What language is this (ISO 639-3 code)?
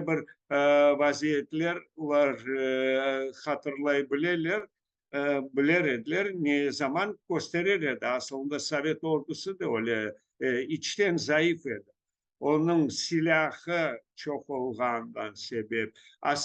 crh